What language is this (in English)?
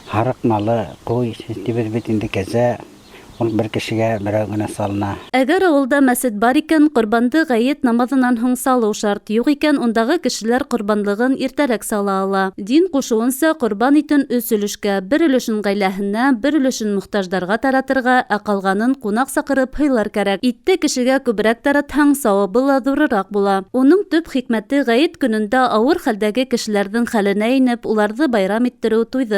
Bashkir